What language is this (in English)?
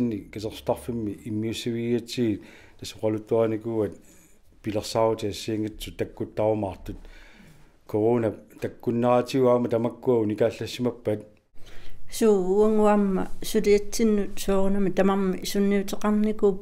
Kalaallisut